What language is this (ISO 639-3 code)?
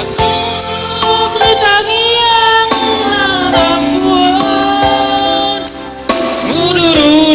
bbc